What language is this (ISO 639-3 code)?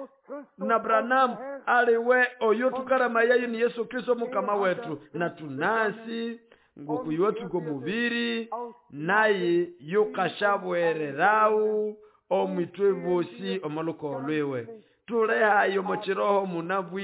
nnb